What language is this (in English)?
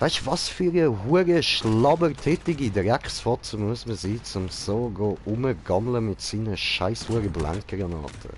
Swiss German